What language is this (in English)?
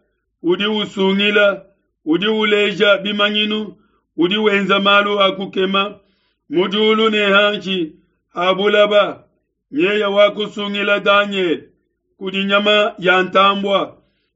Luba-Lulua